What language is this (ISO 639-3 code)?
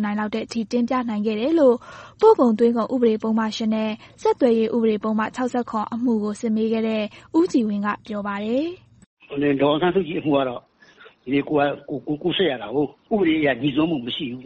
mya